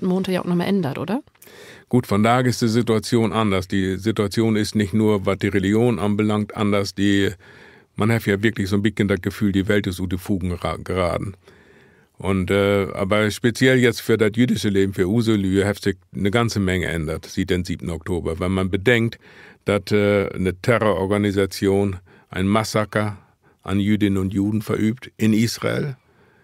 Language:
Low German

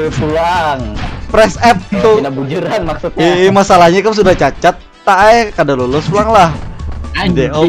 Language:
Banjar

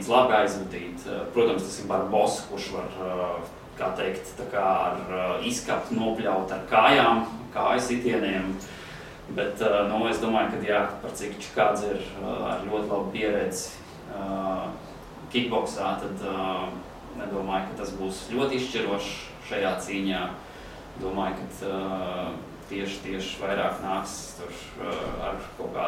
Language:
Latvian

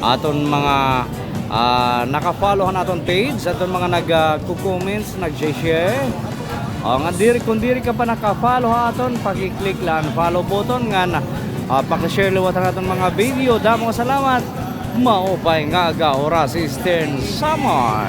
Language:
Waray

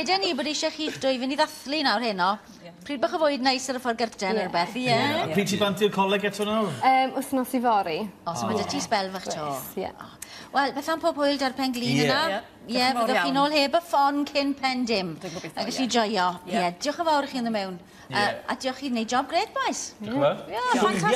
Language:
Welsh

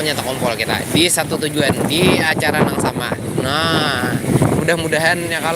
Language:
Banjar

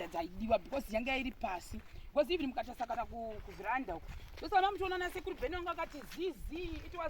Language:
Shona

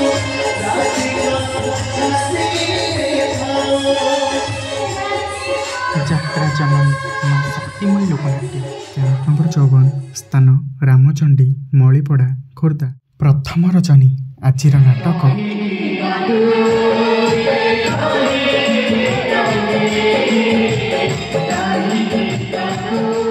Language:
Odia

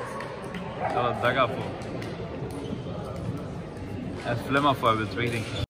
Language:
Dutch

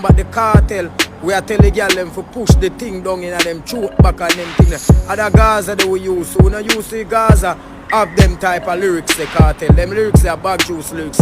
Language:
Jamaican Creole English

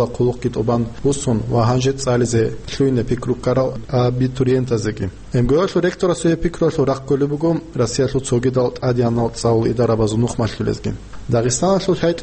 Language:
Avaric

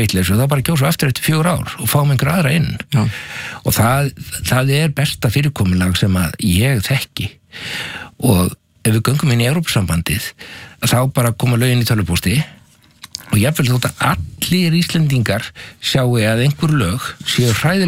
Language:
Icelandic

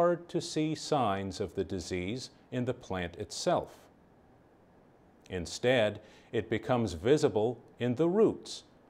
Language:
English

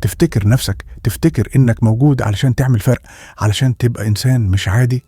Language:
Egyptian Arabic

